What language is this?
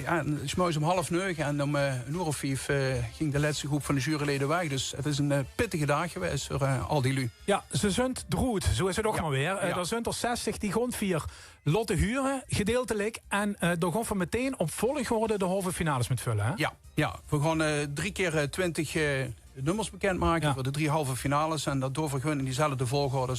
Limburgish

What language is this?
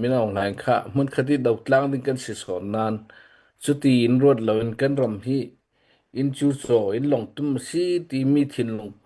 Hakha Chin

